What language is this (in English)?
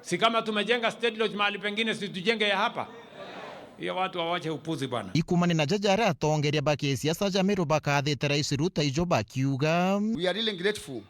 Meru